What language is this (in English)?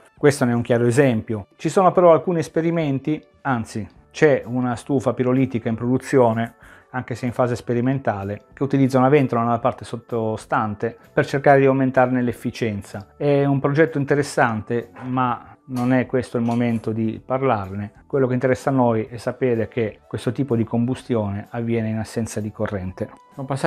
Italian